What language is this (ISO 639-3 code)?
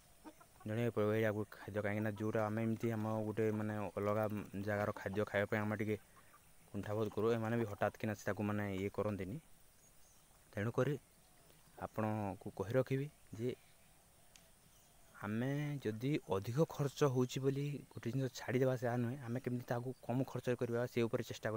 ori